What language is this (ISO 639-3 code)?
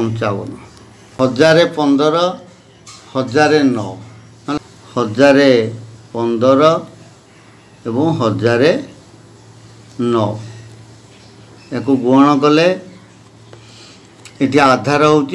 ori